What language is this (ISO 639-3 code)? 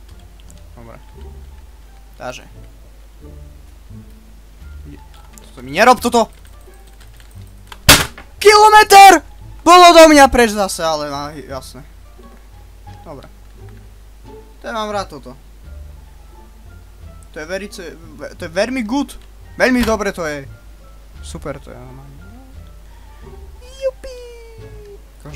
slk